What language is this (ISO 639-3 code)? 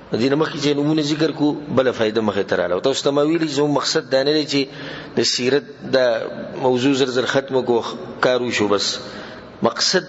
pus